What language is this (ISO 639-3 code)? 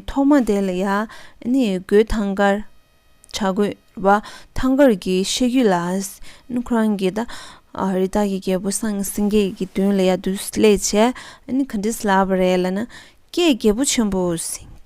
bod